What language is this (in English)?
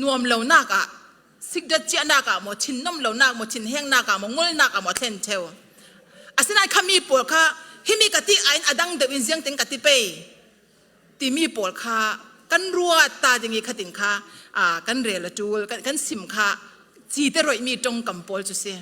Falam Chin